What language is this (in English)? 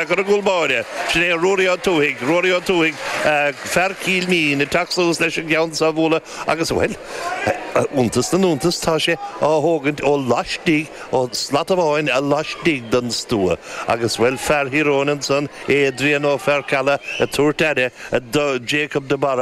Irish